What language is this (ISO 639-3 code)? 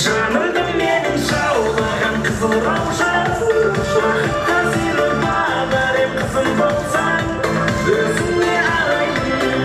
kaa